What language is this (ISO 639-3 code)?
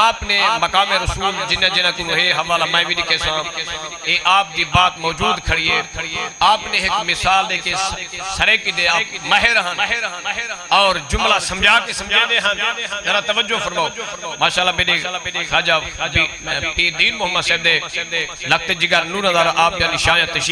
skr